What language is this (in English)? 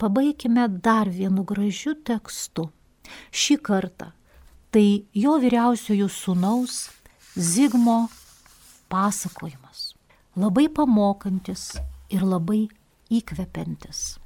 Lithuanian